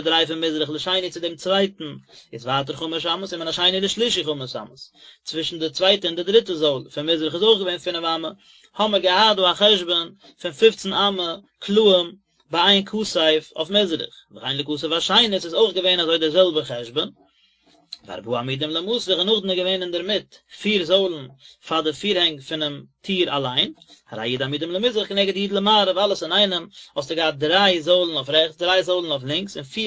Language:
Yiddish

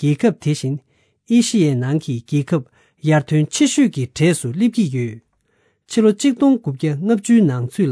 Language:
Tibetan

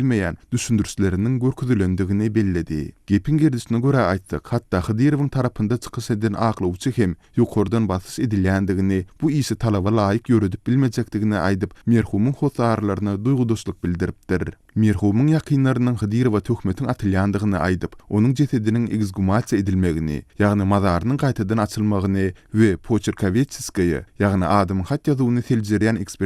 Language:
Turkmen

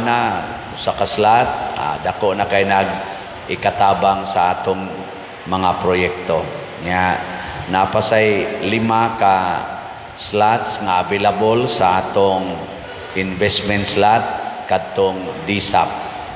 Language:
Cebuano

